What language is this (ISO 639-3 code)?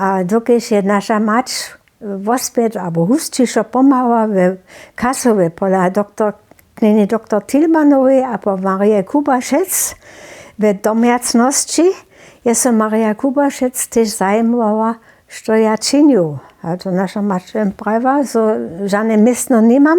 hsb